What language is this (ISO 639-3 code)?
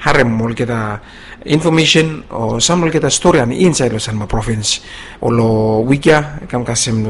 bis